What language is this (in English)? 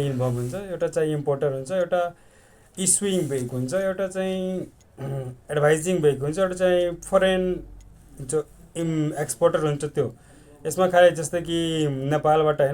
Nepali